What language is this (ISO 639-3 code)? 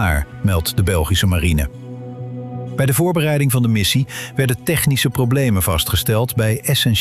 nld